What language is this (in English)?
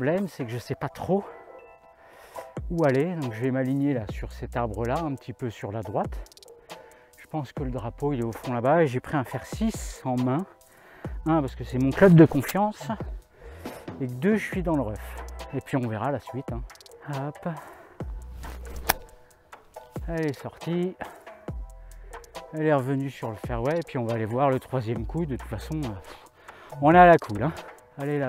French